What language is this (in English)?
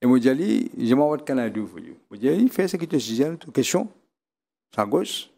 Morisyen